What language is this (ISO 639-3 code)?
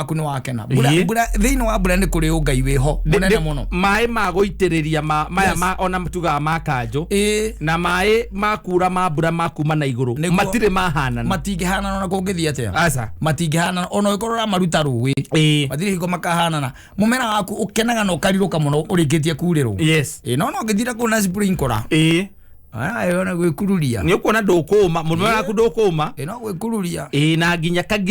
kik